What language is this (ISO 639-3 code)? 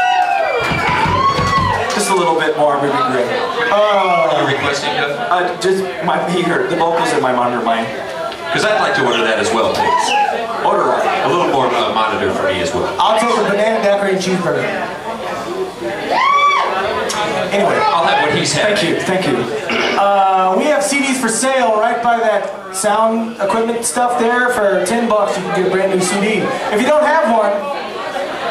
eng